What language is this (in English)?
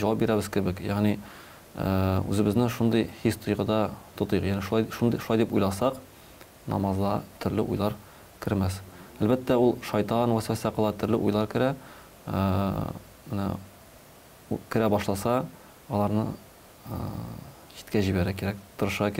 Tatar